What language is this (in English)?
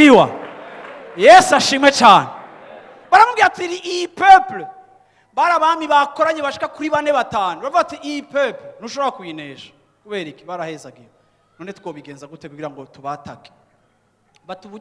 Rundi